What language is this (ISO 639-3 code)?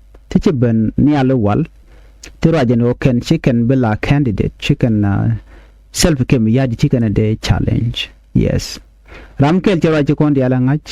nus